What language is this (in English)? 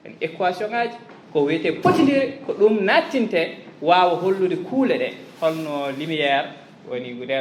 Fula